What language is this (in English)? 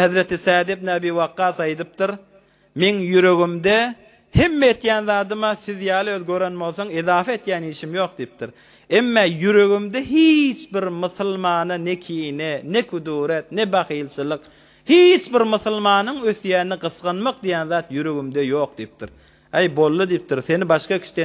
Turkmen